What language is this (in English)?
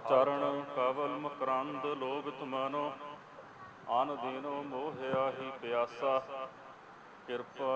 Punjabi